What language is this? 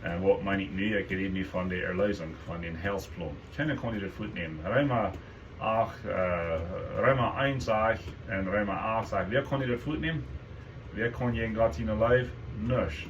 Plautdietsch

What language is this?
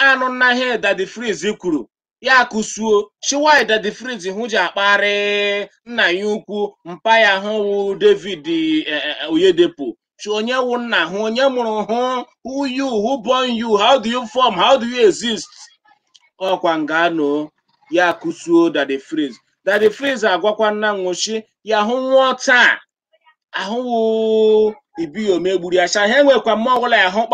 Igbo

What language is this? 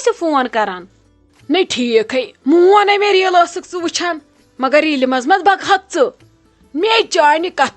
Kashmiri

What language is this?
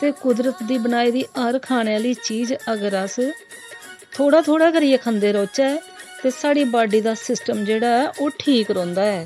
Dogri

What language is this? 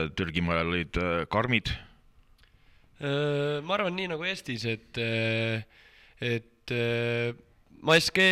Estonian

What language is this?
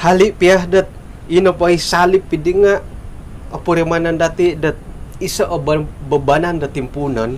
Central Dusun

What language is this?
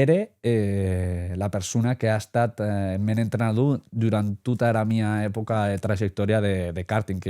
Occitan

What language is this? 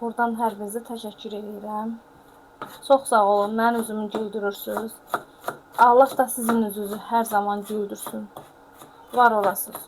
Azerbaijani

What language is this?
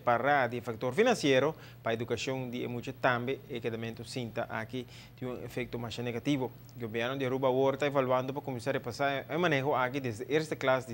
Papiamento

